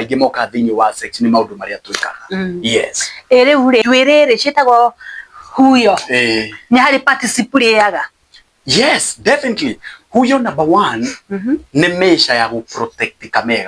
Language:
Kikuyu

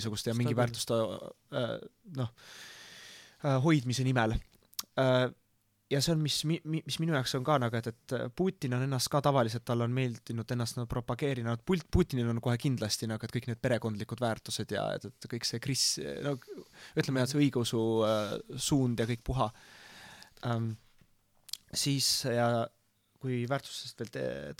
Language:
Estonian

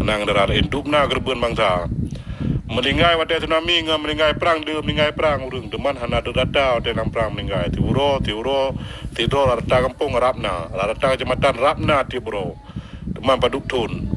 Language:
Achinese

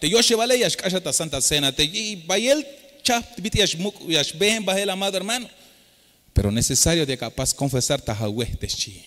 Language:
Tzeltal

